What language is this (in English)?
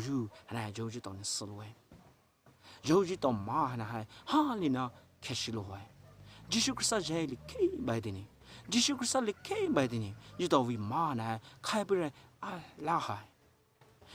Poumei Naga